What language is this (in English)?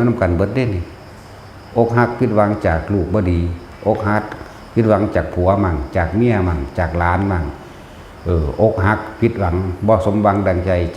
Northeastern Thai